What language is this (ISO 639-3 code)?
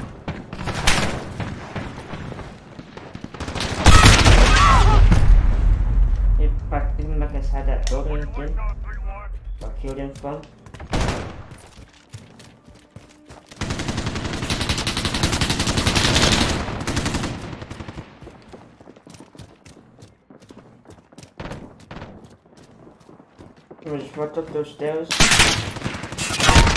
eng